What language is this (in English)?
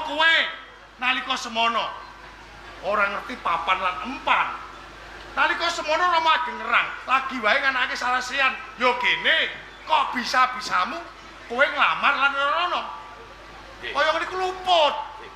Javanese